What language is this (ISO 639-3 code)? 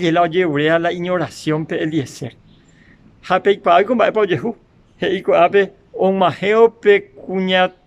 grn